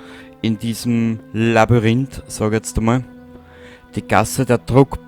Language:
Bavarian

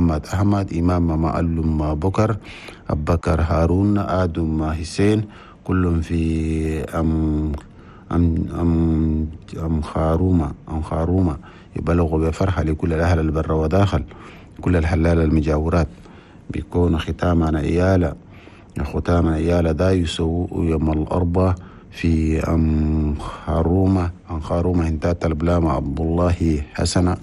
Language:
Chadian Arabic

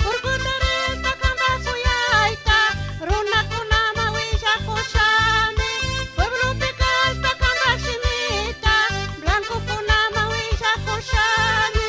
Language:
Chimborazo Highland Quichua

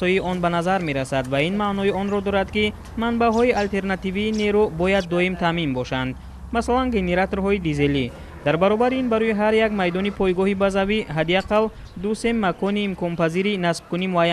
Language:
Tajik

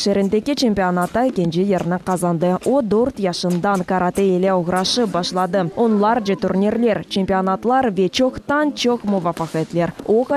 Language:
Crimean Tatar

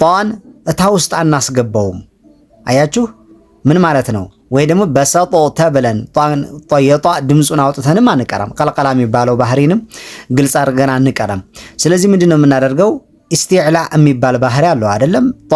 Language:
Amharic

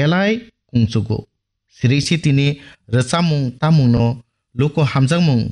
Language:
Kok Borok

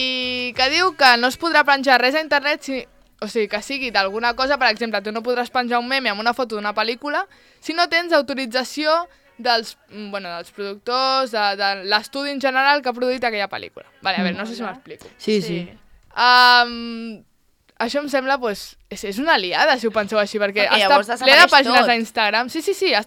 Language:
Catalan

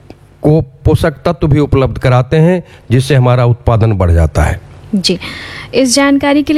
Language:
Hindi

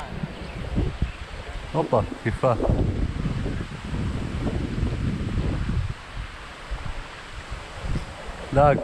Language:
Hebrew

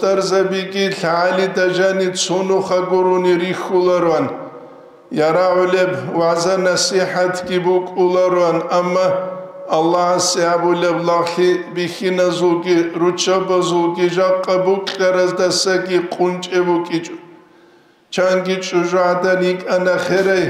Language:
Avaric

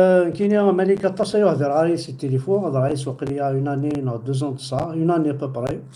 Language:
Kabyle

